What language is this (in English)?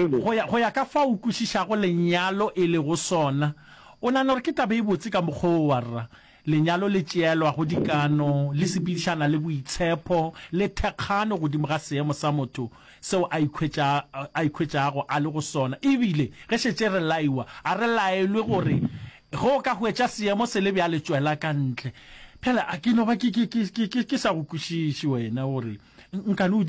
Northern Sotho